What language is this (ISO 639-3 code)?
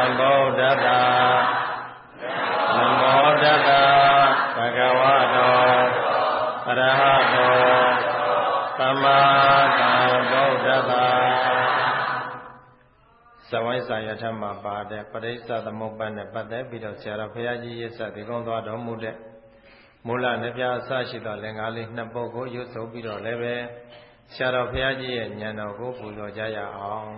mya